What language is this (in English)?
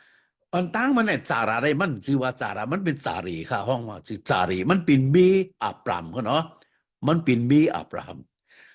Shan